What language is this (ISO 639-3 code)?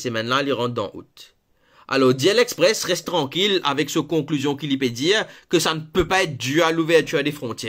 mfe